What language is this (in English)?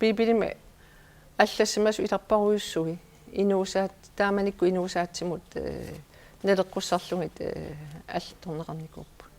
Kalaallisut